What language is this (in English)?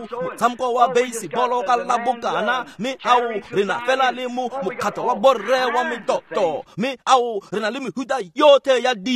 Tswana